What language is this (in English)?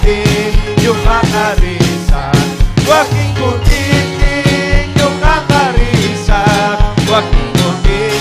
Ayacucho Quechua